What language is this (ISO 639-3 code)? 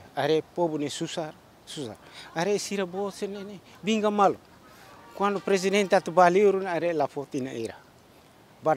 tet